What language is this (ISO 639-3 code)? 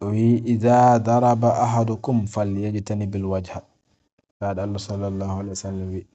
ful